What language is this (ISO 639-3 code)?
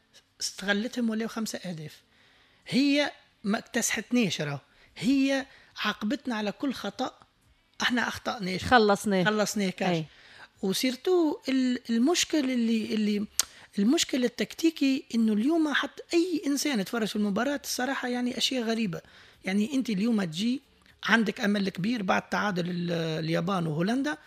aeb